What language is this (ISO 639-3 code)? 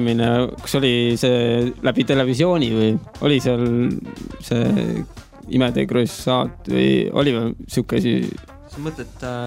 est